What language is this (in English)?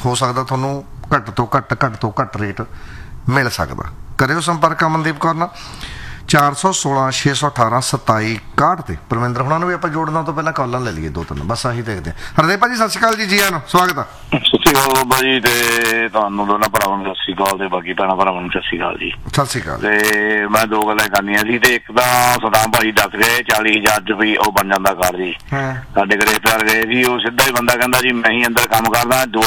Punjabi